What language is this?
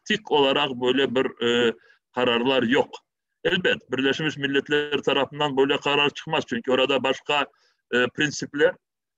Crimean Tatar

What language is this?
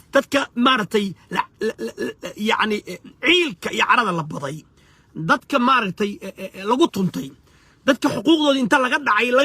Somali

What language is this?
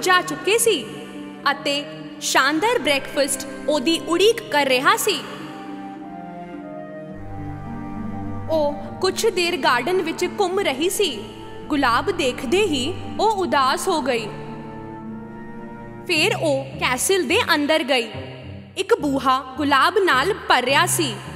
Punjabi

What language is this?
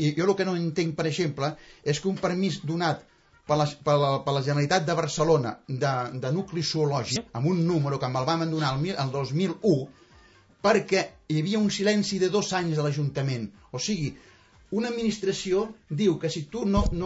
Catalan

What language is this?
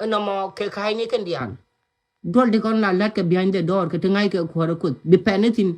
Nuer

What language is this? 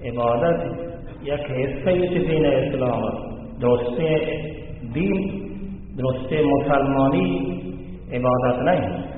Baluchi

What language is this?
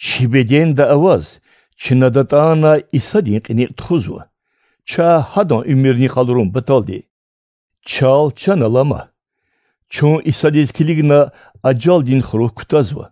Lezghian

